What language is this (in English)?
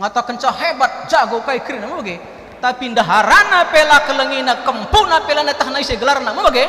Batak Karo